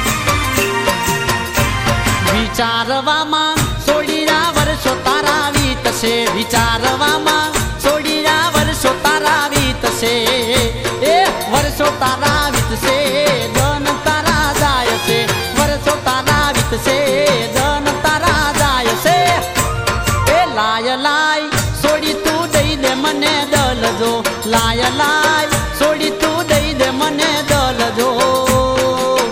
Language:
Gujarati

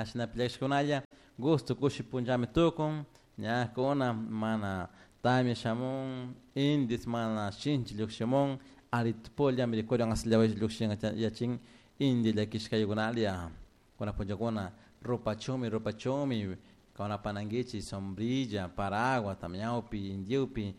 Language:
Chimborazo Highland Quichua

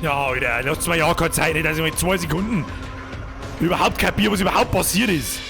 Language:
Bavarian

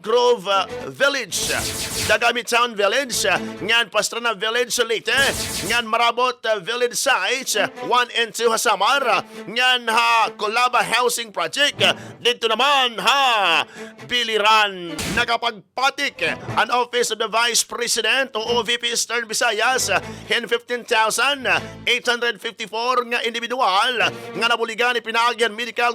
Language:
Waray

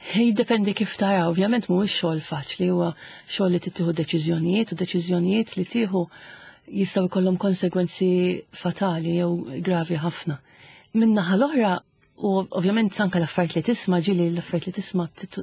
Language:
Maltese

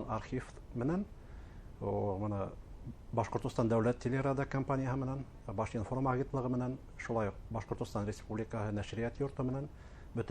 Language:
Bashkir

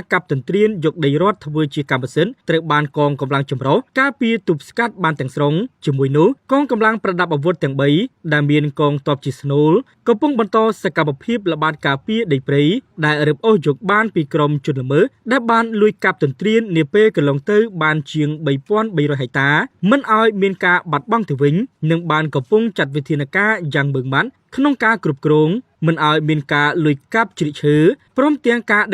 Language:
Khmer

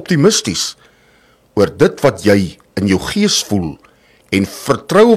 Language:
Afrikaans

